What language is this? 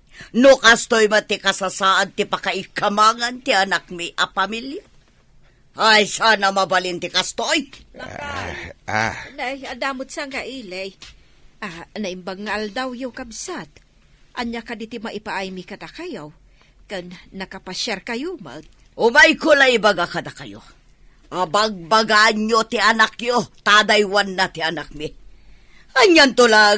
Iloko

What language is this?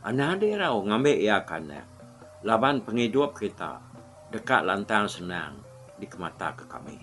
Iban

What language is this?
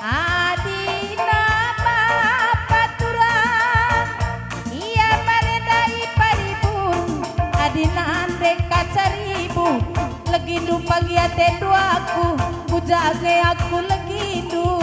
Batak Karo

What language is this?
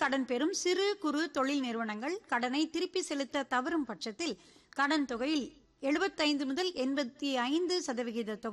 Tamil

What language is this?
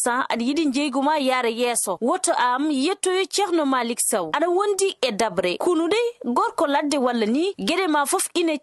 Fula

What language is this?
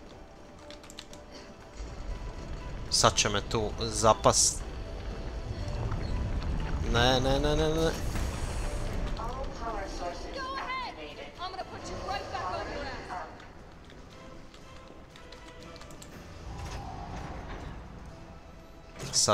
Croatian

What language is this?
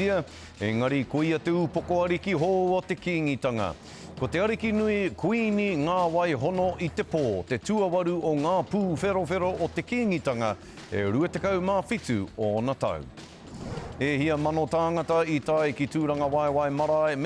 Māori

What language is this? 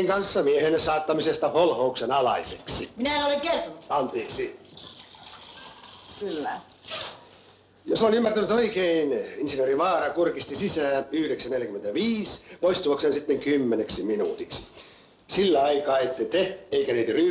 Finnish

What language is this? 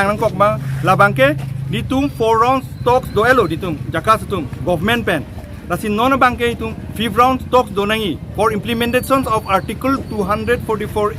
Karbi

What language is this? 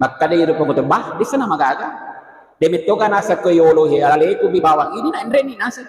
Buginese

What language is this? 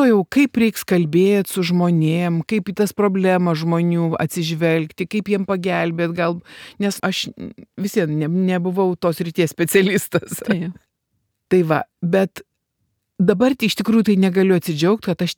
Lithuanian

